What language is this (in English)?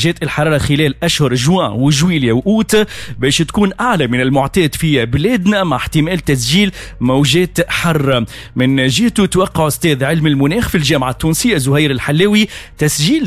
Tunisian Arabic